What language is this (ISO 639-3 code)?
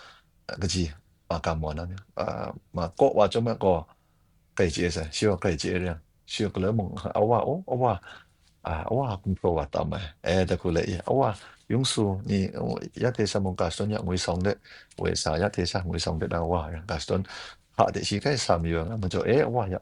kac